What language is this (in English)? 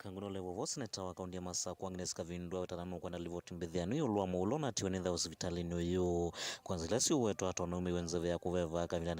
Kamba